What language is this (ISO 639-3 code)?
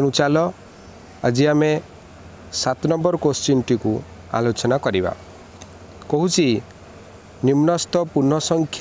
ori